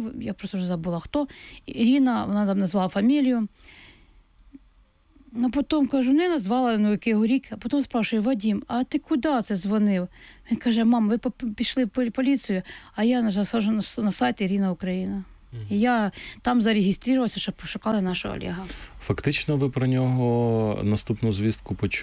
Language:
Ukrainian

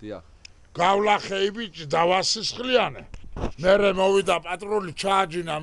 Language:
Georgian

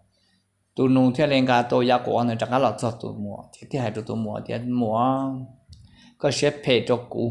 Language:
Hmong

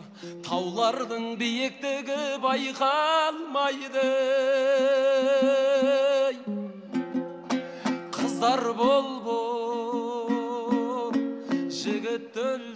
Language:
Kazakh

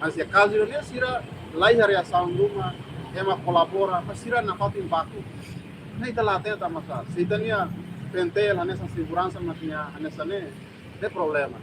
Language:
Tetum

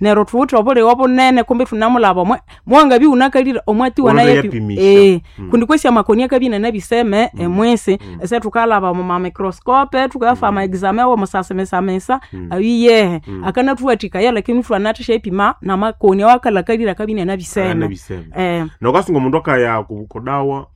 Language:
Nande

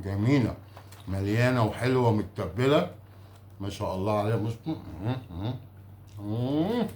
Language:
Egyptian Arabic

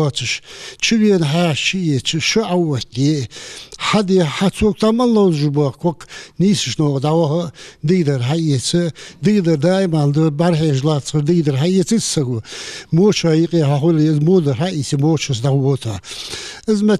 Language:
Ingush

